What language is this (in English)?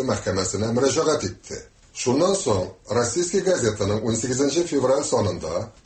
Tatar